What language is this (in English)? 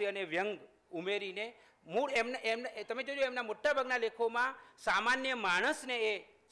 Gujarati